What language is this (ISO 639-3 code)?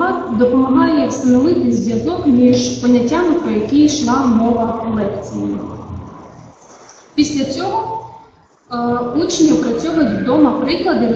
ukr